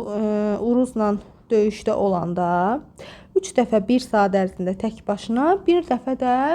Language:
Azerbaijani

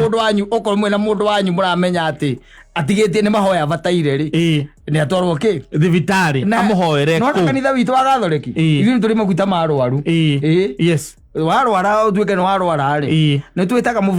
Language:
Kikuyu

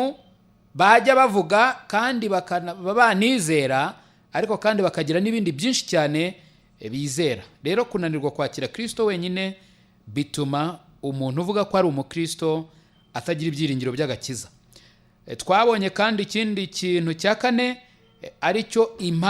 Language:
Kinyarwanda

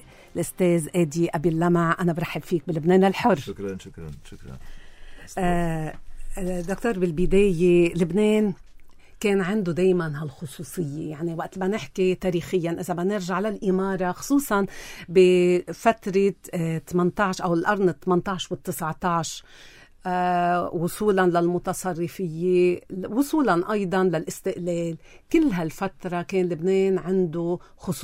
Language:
North Levantine Arabic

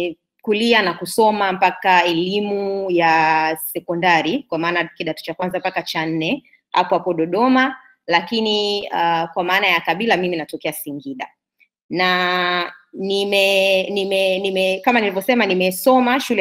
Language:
Swahili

